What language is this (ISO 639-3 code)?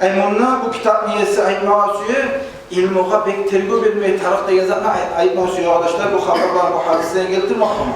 kum